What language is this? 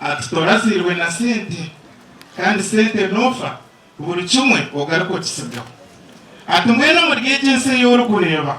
Nyankole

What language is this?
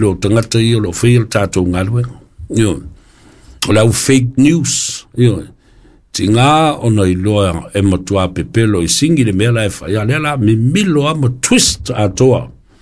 Samoan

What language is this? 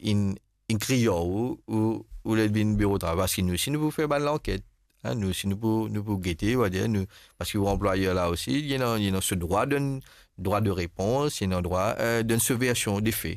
Morisyen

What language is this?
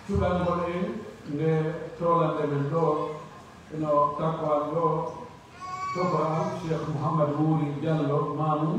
Pular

